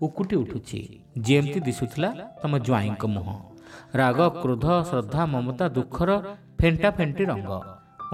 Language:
Odia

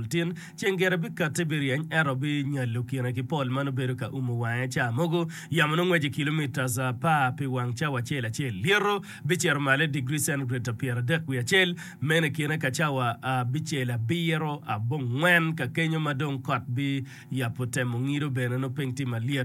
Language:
Acoli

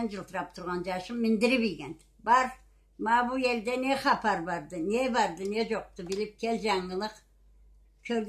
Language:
Karachay-Balkar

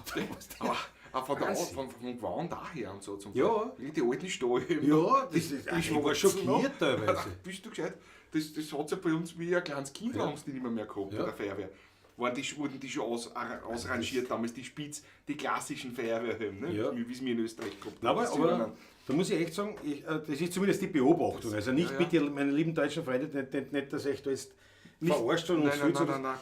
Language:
Bavarian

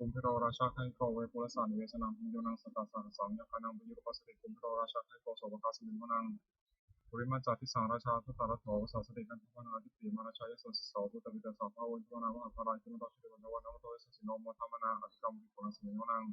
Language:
Pali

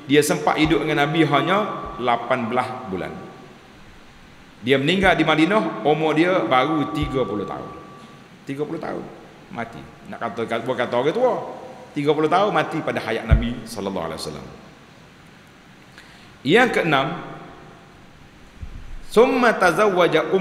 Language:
Malay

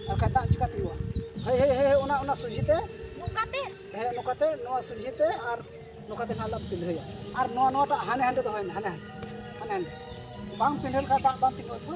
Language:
Santali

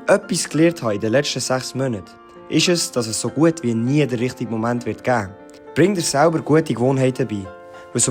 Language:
Swiss German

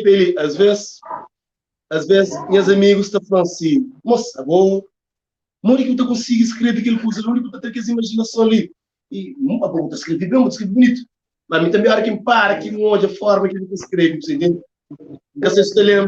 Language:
Kabuverdianu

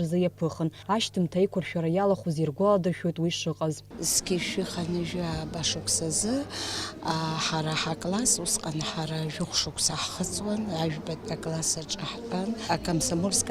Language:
Abkhazian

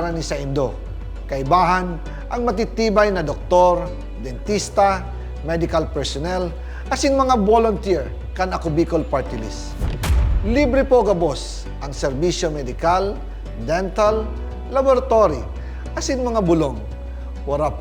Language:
Bikol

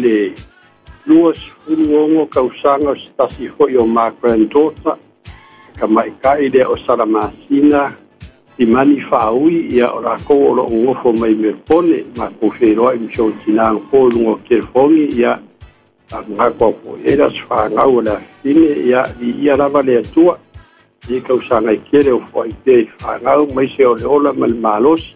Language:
Samoan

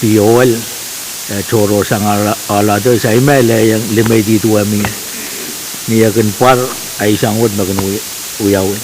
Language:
Pohnpeian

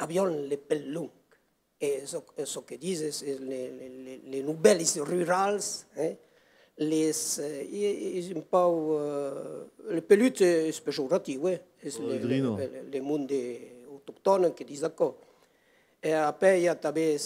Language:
Occitan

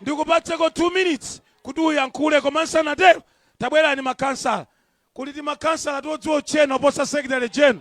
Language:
Nyanja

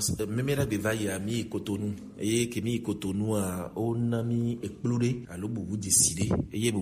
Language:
Gen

